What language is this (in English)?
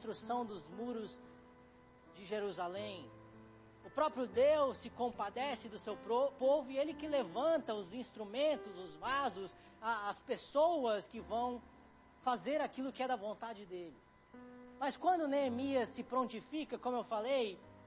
Portuguese